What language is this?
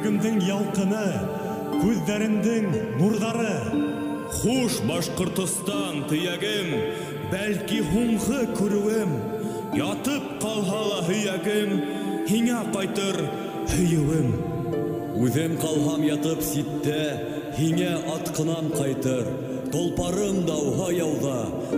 Bashkir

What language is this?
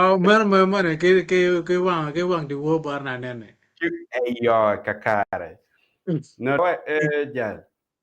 Acoli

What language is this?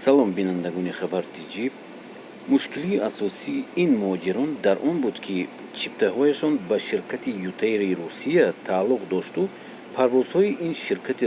Tajik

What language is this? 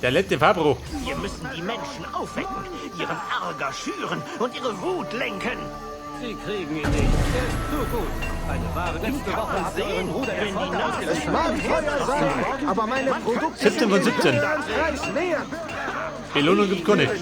Bavarian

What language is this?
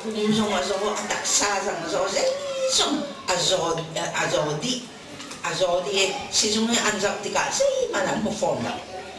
Hakha Chin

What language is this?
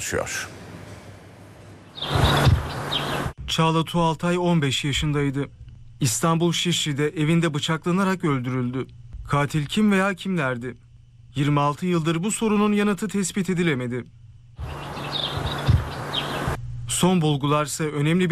Turkish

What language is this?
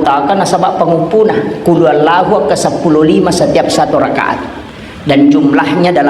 Buginese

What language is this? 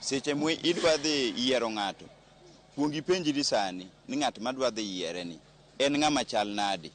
Luo (Kenya and Tanzania)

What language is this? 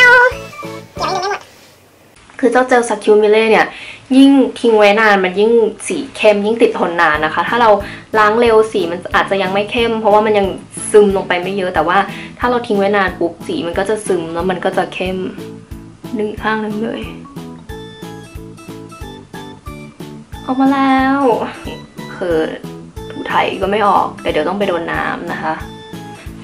Thai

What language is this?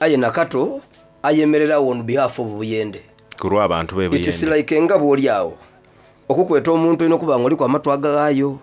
Soga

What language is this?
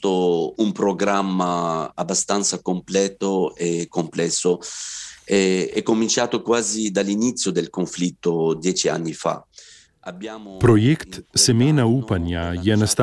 Slovenian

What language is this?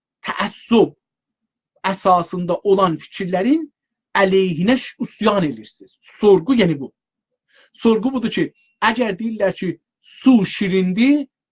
South Azerbaijani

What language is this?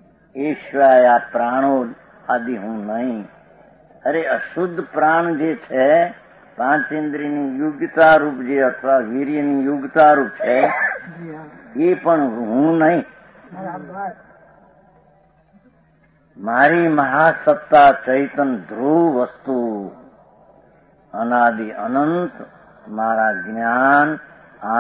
Gujarati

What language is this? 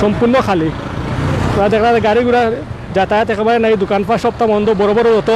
Sylheti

